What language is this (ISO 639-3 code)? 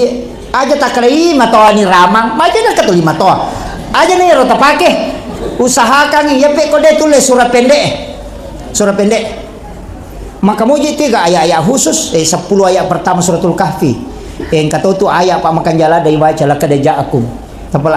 bug